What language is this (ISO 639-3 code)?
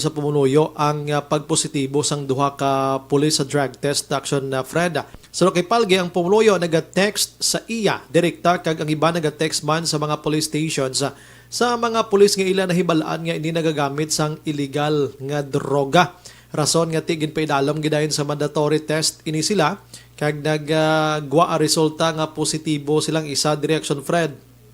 hil